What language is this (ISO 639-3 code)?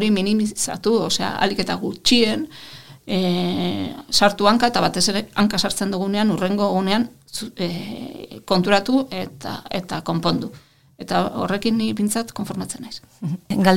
eus